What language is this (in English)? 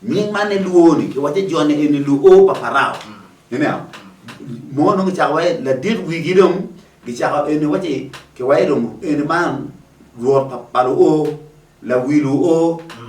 Acoli